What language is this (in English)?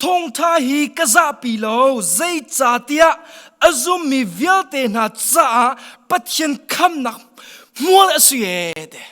Hakha Chin